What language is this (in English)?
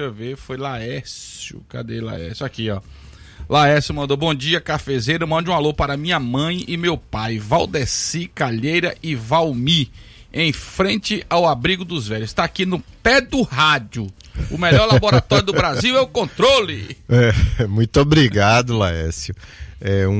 Portuguese